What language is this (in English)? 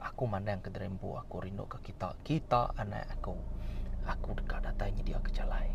Iban